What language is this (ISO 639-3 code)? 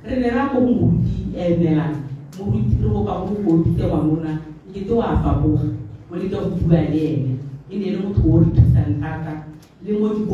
tsn